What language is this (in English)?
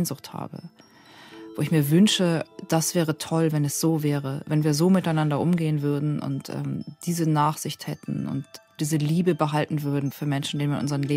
Swiss German